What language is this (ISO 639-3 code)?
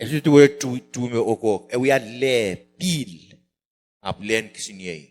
pon